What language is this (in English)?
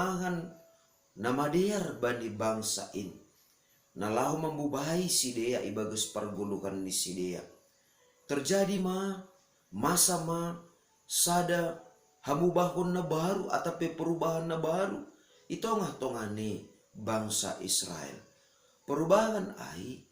Batak Simalungun